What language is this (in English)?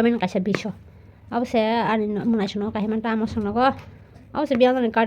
Kok Borok